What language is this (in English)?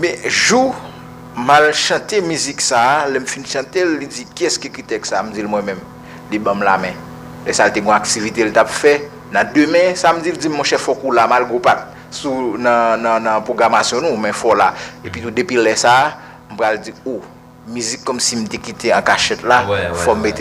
Haitian Creole